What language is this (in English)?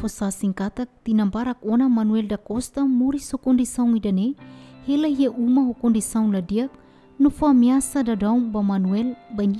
Tetum